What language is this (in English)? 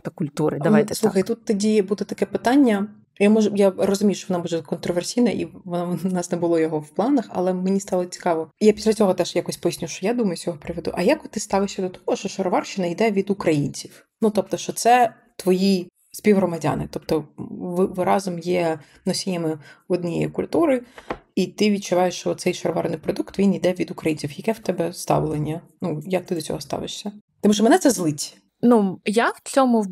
Ukrainian